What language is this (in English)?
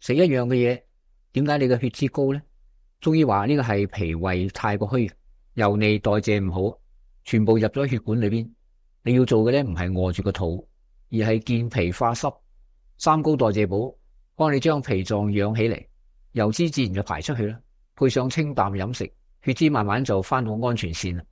Cantonese